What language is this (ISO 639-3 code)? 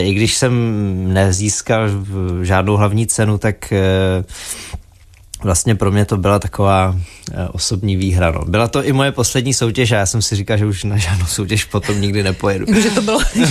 ces